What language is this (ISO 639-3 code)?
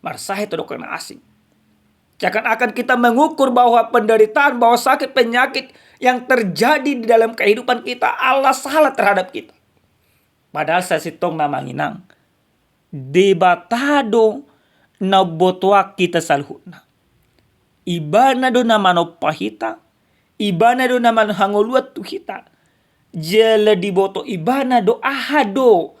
bbc